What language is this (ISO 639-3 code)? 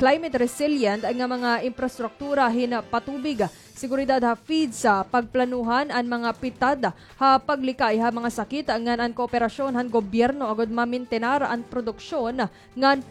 war